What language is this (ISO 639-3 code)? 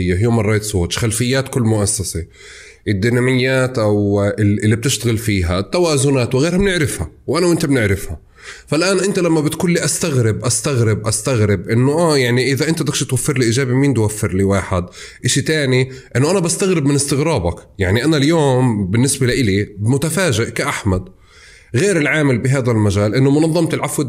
apc